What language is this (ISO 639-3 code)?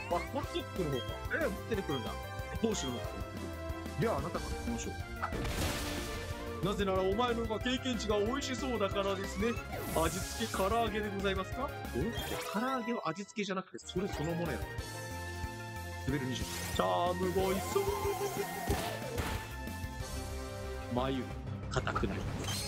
jpn